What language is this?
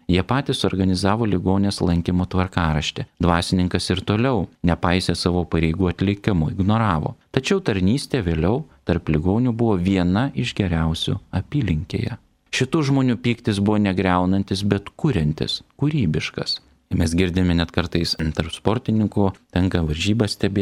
Lithuanian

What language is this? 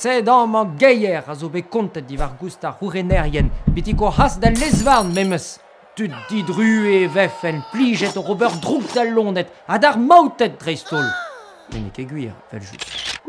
Breton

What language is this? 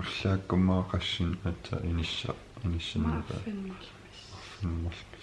Kalaallisut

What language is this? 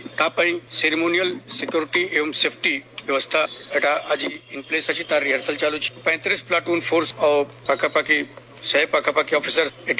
Odia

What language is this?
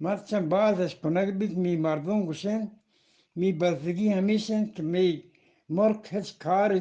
Eastern Balochi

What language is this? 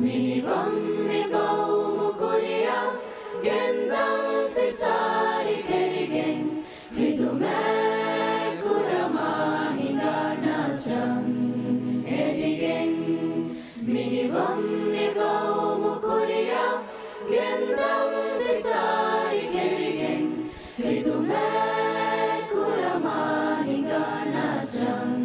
Divehi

